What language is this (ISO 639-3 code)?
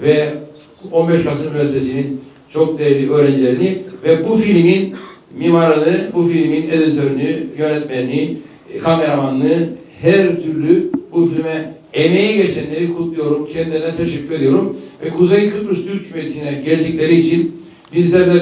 tur